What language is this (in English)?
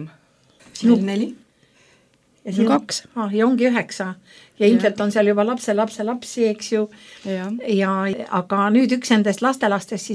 Estonian